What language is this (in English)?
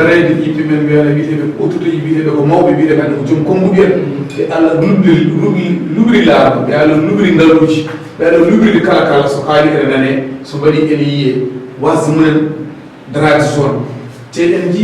Fula